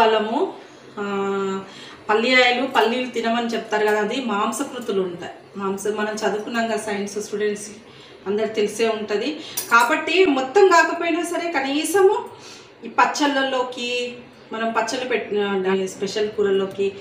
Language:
Telugu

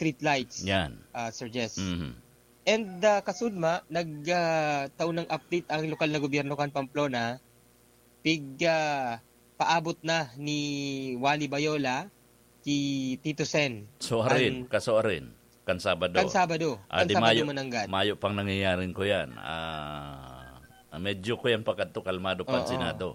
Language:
Bikol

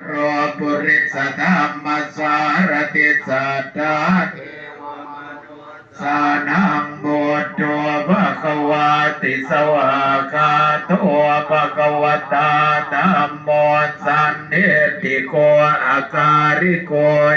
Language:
Pali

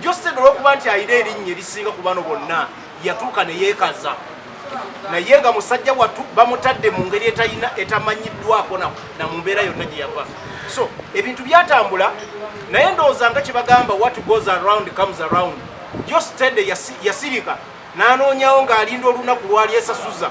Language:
Ganda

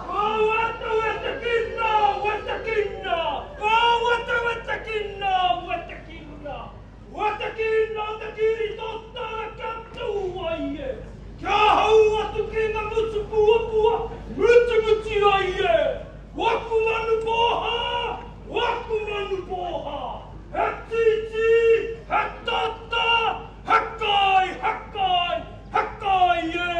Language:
Māori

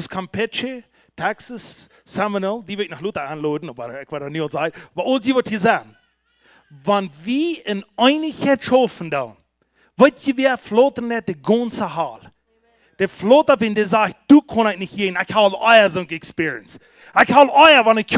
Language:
Plautdietsch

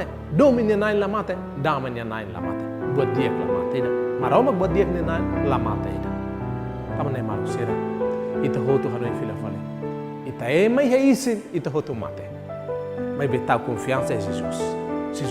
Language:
Tetum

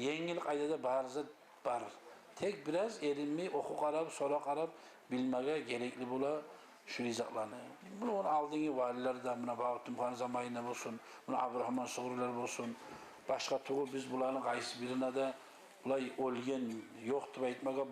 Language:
Kumyk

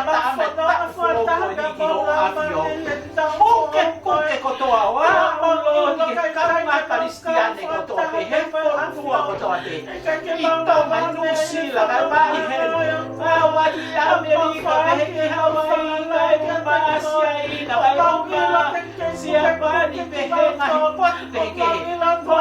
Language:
Tongan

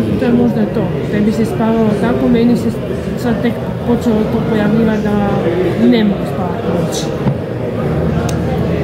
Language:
Croatian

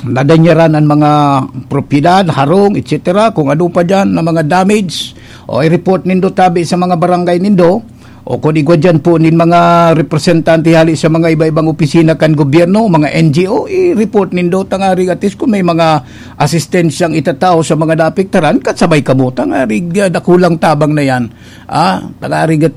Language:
Bikol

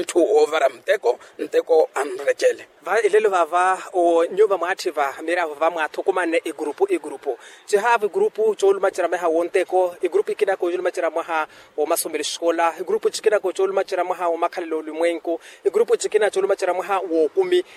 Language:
Makhuwa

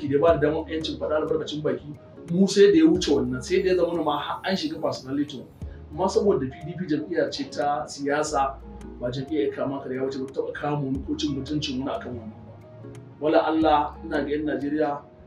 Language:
Hausa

